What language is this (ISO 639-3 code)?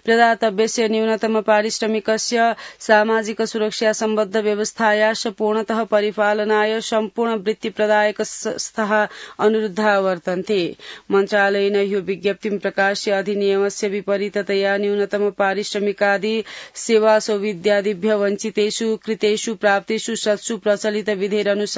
san